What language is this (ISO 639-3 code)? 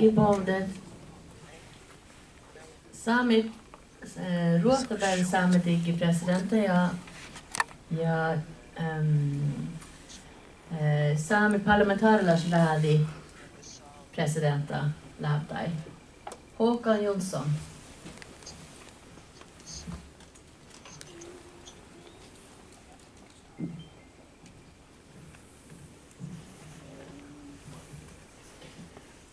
fin